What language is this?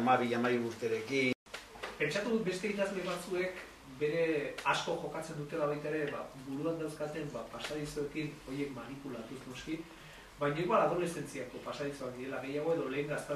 Basque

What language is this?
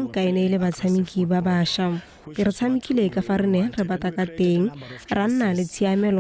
Tswana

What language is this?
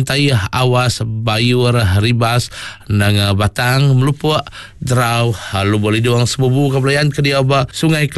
Iban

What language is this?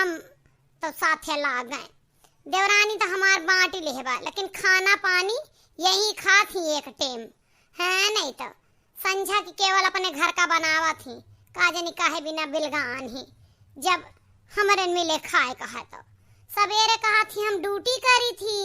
Awadhi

